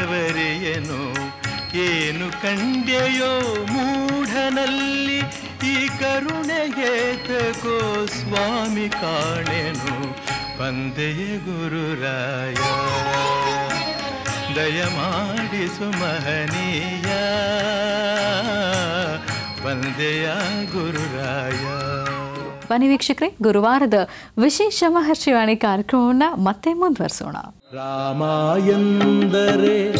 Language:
Kannada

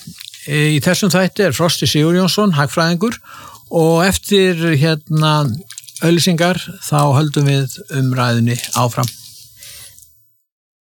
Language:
Icelandic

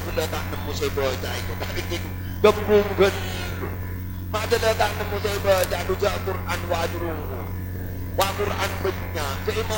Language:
Madurese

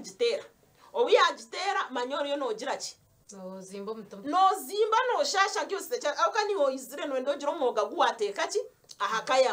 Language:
Nyankole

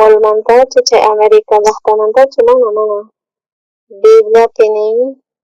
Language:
South Bolivian Quechua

